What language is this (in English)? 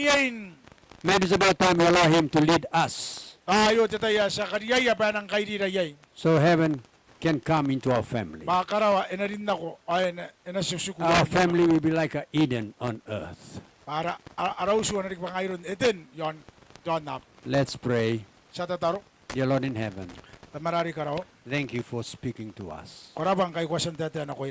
Gilbertese